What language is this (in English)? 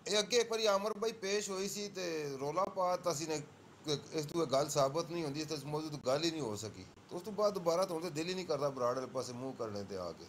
Punjabi